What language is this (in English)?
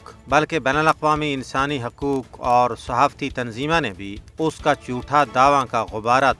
Gujari